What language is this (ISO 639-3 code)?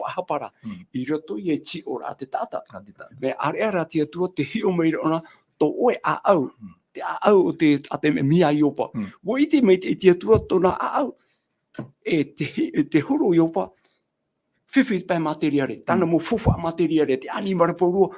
tah